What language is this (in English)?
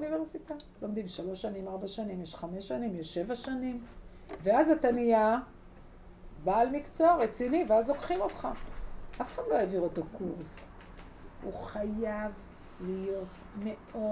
Hebrew